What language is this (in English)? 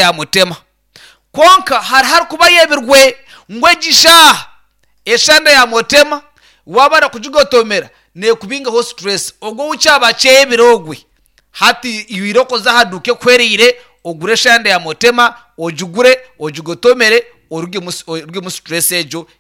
Nyankole